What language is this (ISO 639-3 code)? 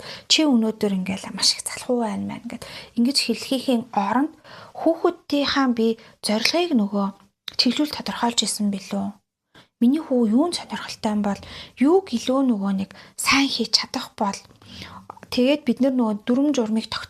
mon